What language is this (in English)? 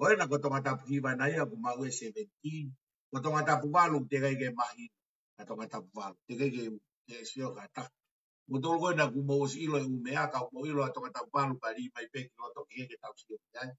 Tongan